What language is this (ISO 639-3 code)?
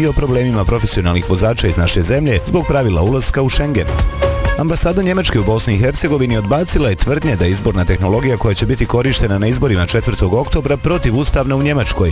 bos